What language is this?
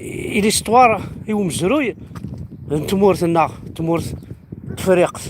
Kabyle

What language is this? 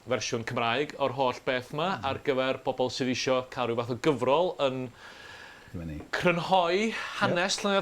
Welsh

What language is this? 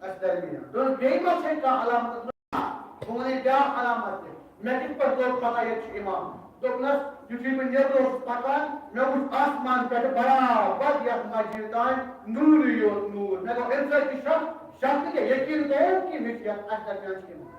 Kashmiri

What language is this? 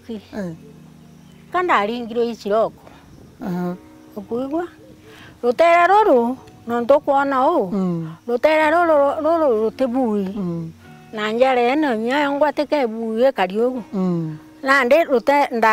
Meru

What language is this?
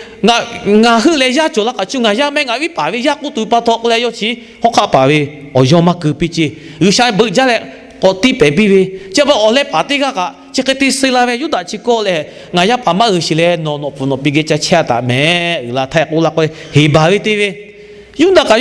Lahu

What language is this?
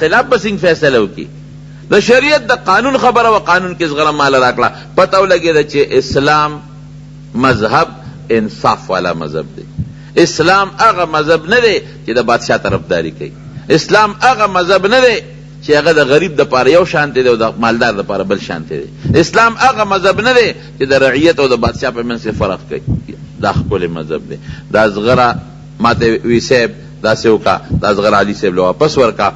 Pashto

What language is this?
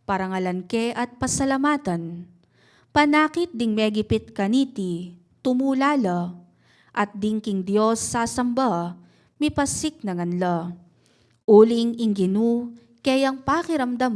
Pampanga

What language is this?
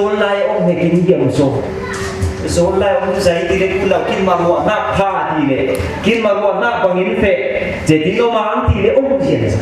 Falam Chin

